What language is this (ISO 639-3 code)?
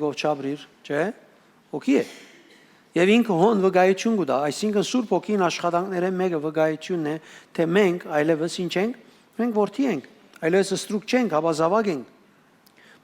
hyw